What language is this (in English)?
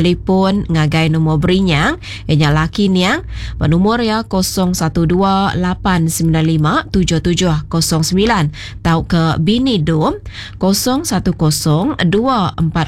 Iban